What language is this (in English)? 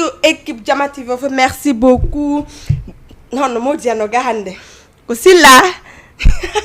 Fula